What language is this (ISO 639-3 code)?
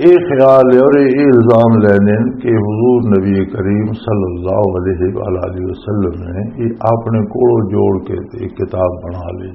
lah